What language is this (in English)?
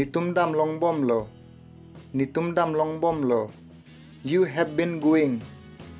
Karbi